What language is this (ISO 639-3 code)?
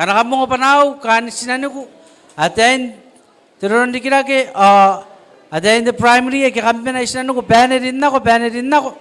gil